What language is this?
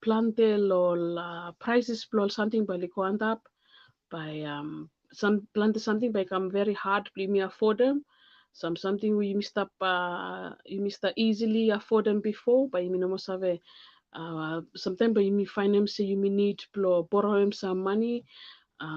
Bislama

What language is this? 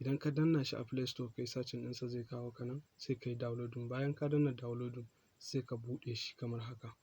Hausa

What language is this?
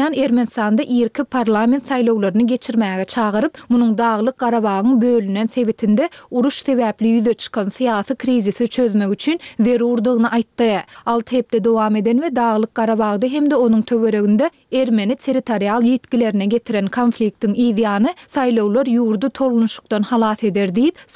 Turkmen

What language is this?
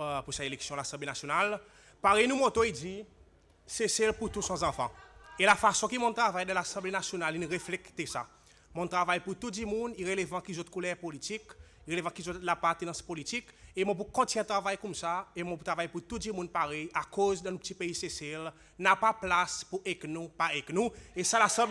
Seselwa Creole French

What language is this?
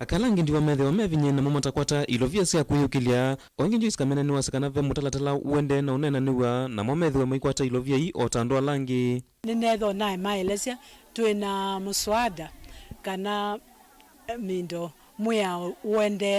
Kamba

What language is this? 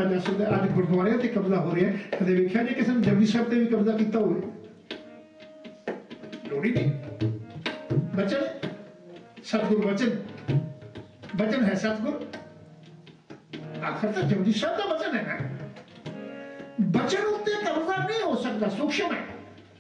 Punjabi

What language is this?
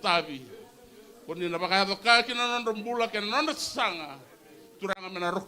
Fijian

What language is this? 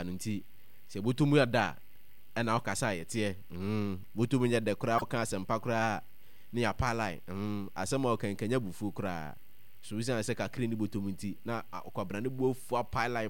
Akan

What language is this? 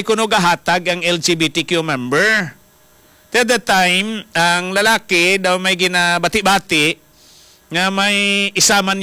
Hiligaynon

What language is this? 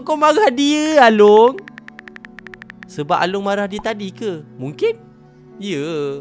Malay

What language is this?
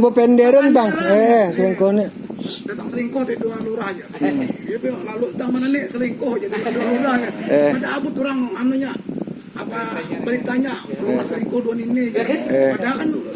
Banjar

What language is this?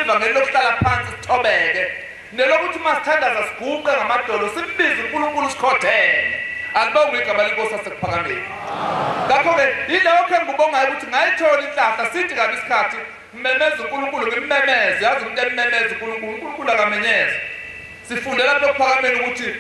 Zulu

